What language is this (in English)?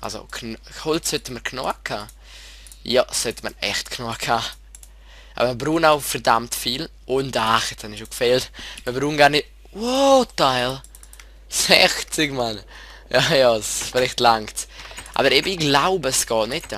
Swiss German